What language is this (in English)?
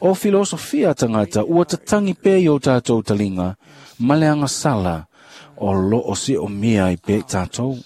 Samoan